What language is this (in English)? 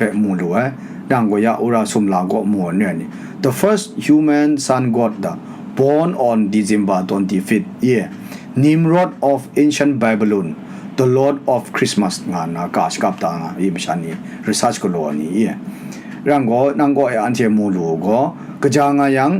Kachin